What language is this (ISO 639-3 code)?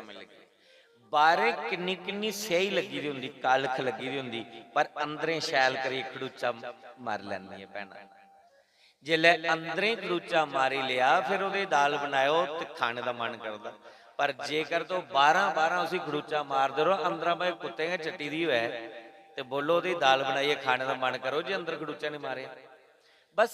doi